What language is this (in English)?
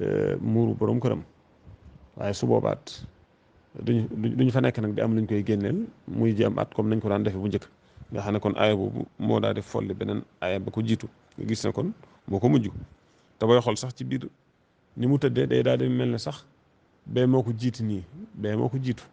Wolof